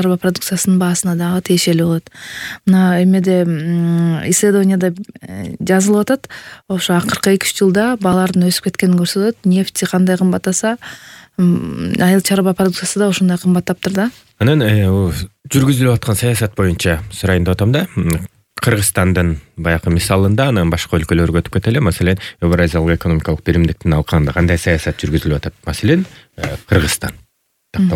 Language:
Kyrgyz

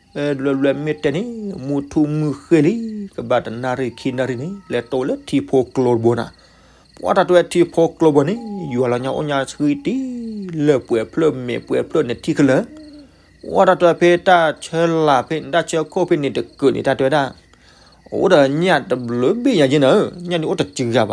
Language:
S'gaw Karen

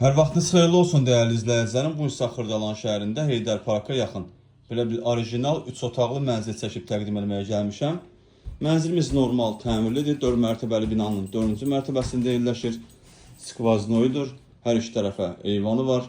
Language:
Azerbaijani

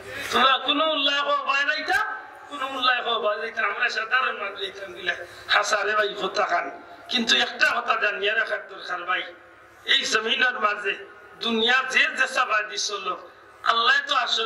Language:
Sylheti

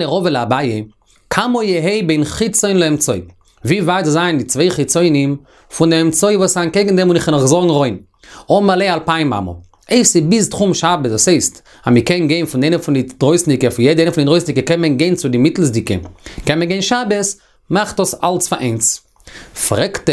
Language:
Yiddish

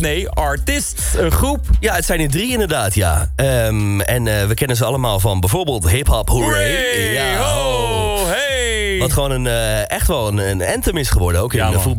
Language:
Dutch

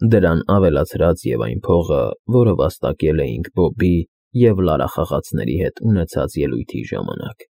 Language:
Armenian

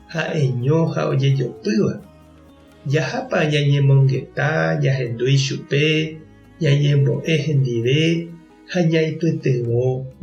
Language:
Guarani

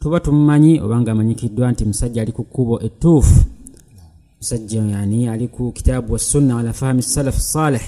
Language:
Ganda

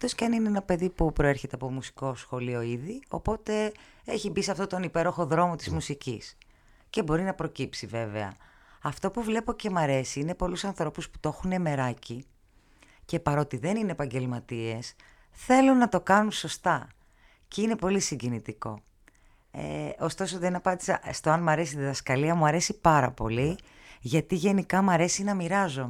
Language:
Greek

